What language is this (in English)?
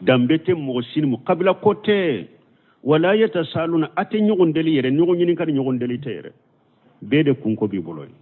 Bambara